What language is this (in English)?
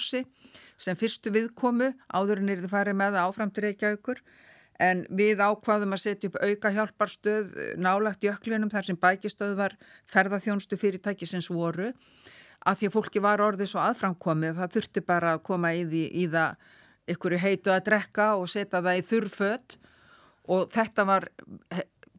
Icelandic